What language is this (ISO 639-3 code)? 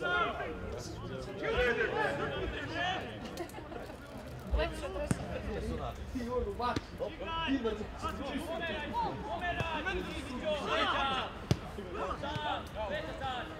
srp